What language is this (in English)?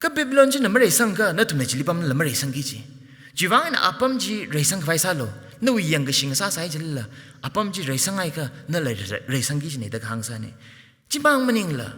Tangkhul Naga (India)